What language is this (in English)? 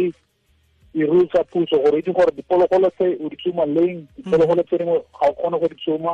Tswana